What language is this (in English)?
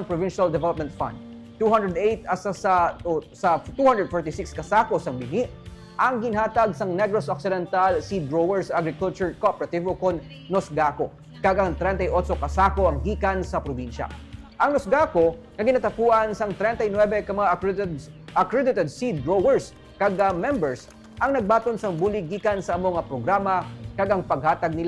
Hiligaynon